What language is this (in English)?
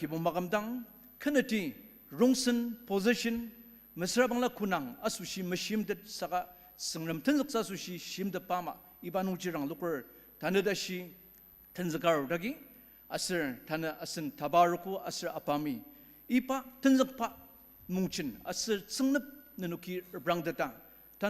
Ao Naga